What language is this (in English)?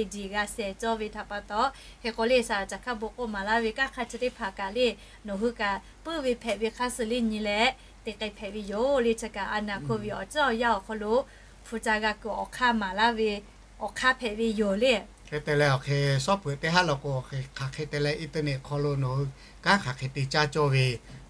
Lahu